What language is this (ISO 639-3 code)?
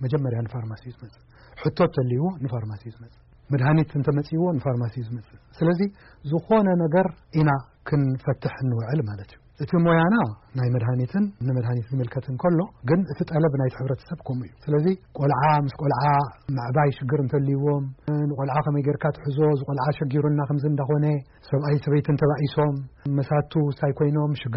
tir